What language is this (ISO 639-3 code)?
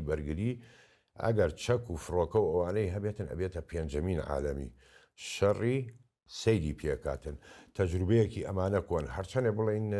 ckb